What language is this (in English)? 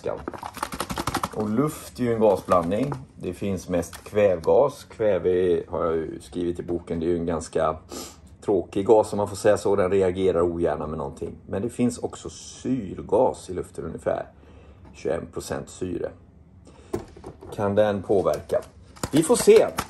Swedish